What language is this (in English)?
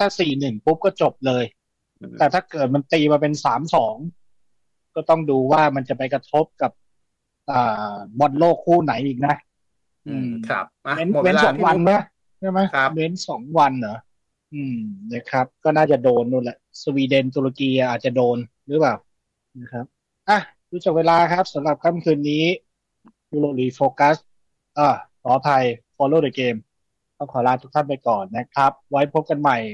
Thai